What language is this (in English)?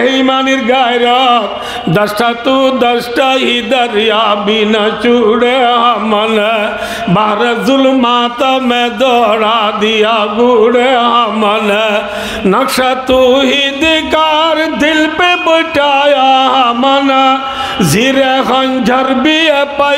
Rohingya